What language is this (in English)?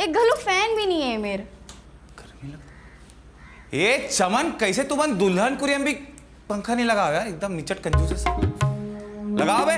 Chhattisgarhi